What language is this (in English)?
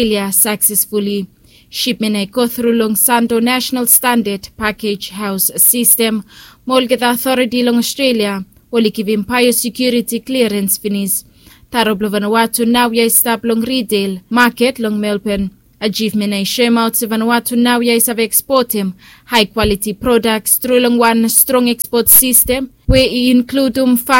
Bislama